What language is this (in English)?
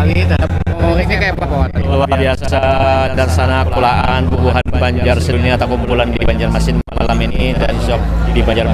Banjar